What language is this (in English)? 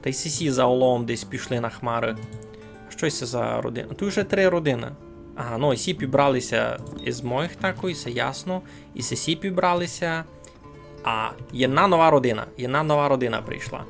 Rusyn